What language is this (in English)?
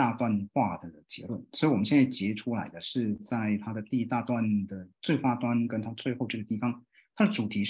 Chinese